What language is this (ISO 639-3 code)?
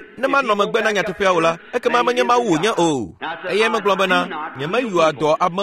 ewe